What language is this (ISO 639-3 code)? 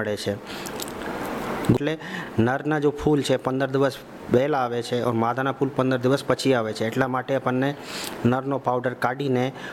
guj